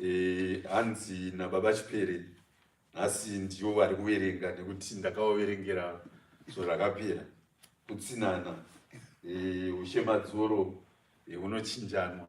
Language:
Shona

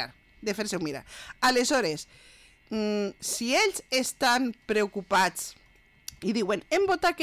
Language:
Catalan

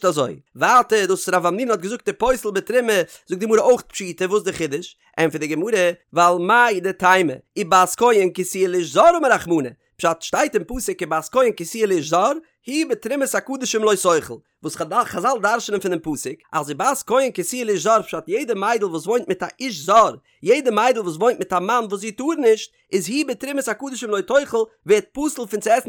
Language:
Yiddish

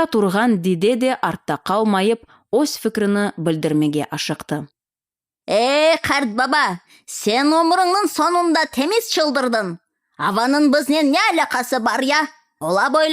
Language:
Crimean Tatar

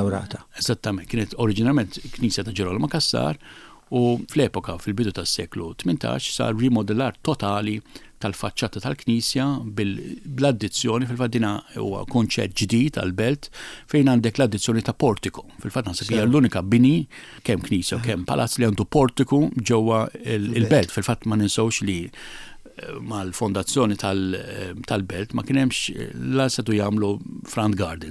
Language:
Maltese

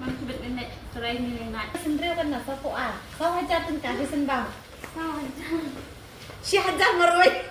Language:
Khasi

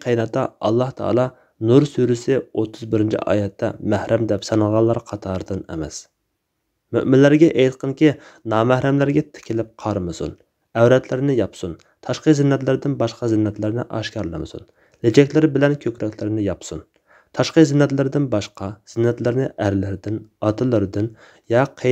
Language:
Uyghur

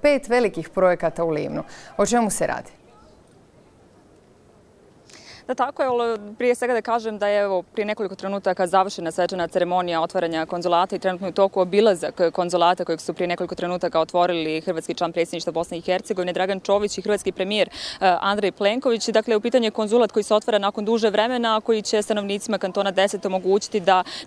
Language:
Croatian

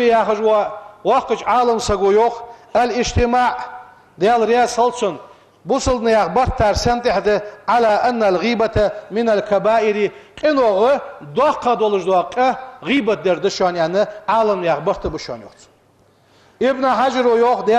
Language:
Ingush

